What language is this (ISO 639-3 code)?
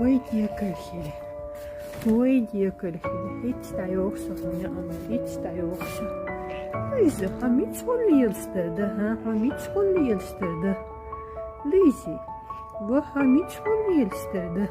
che